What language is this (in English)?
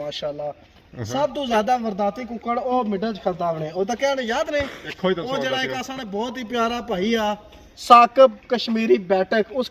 Pahari-Potwari